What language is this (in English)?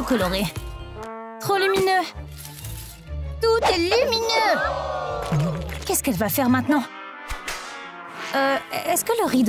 French